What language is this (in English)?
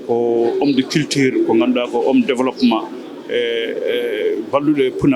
Fula